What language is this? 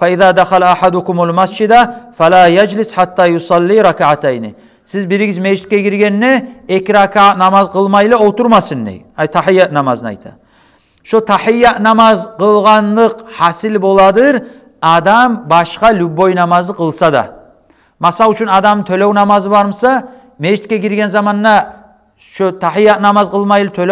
Kumyk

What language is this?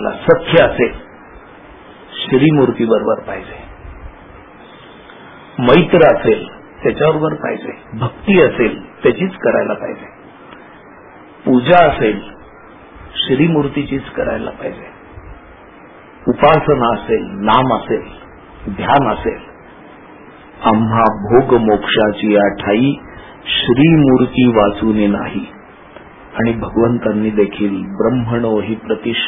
Marathi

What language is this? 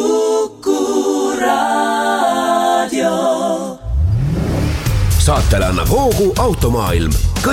Estonian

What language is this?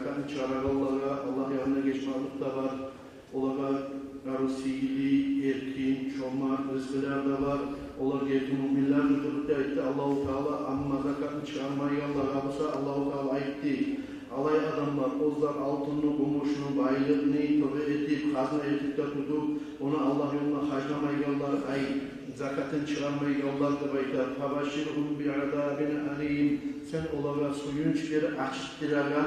Kumyk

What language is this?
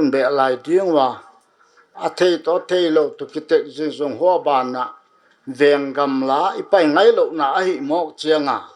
Paite Chin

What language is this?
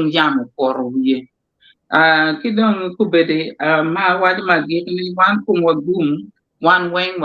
Acoli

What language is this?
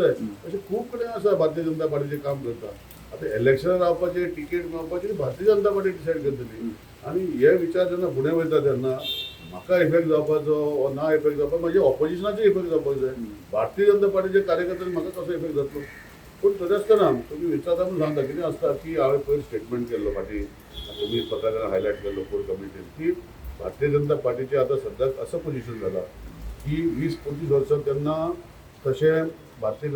Konkani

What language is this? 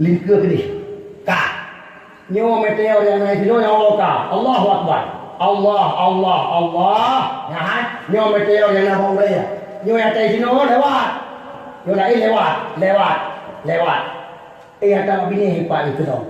Achinese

